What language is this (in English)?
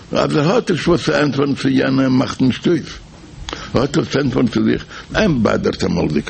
Yiddish